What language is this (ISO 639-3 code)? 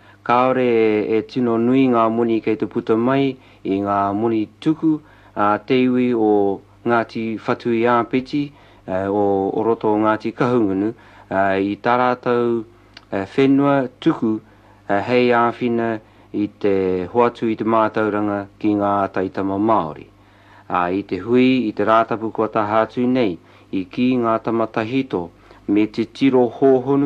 mri